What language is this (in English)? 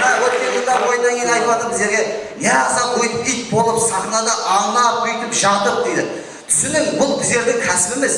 Kara-Kalpak